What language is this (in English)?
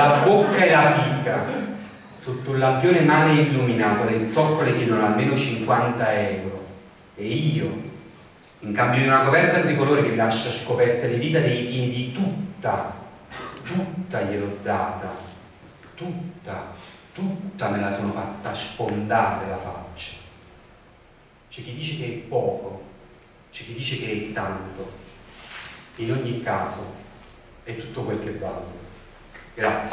Italian